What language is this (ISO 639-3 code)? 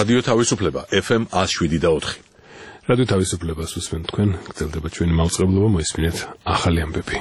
kat